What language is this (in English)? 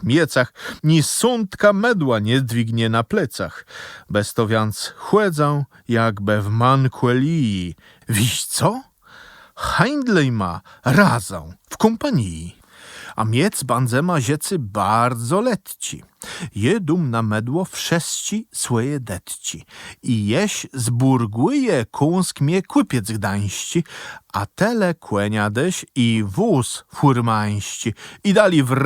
Kashubian